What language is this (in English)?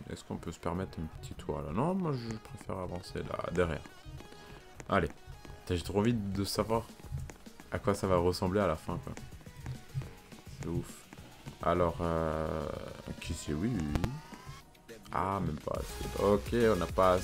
French